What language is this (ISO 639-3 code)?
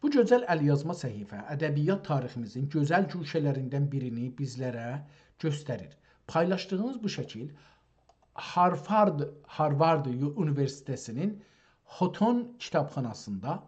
azb